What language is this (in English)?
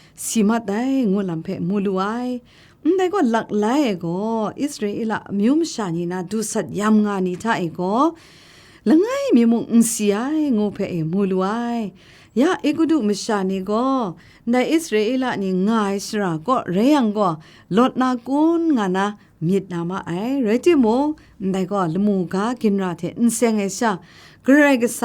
Kachin